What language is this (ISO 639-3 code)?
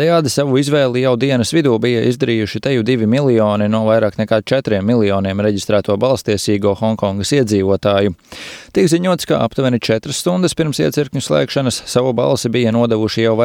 lav